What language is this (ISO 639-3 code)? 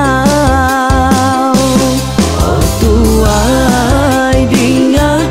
iba